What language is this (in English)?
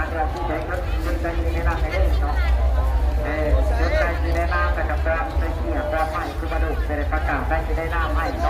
Lao